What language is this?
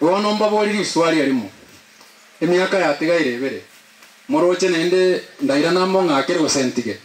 Gusii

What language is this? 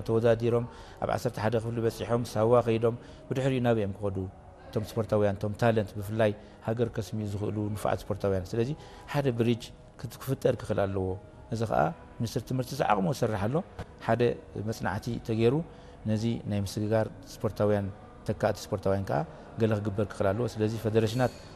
Tigrinya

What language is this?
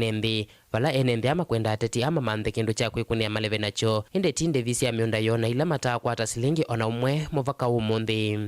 Kamba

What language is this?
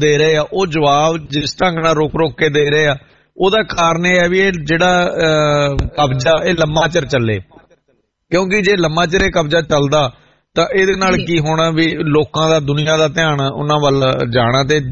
Punjabi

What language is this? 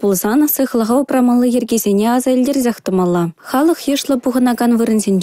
Chuvash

